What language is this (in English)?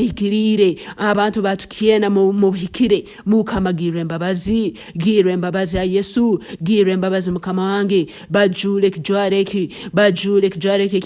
Nyankole